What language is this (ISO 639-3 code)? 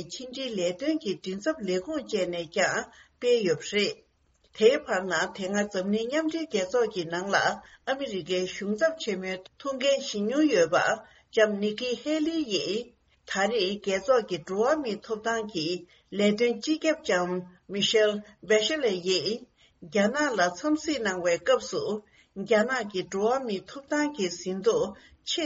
bod